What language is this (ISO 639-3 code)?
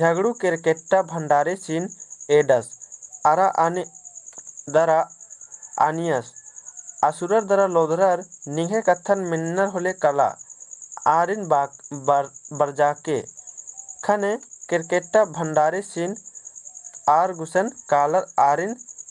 kru